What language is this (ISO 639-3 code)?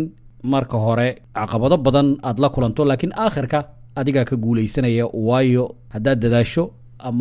som